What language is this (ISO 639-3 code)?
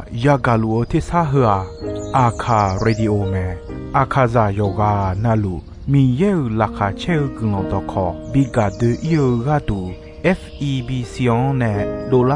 ahk